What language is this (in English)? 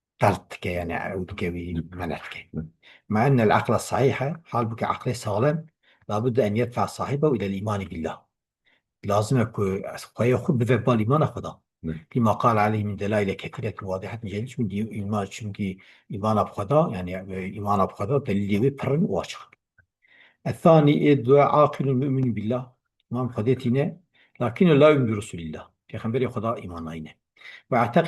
Kurdish